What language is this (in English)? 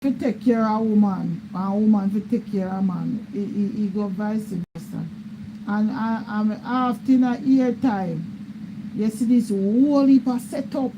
Jamaican Creole English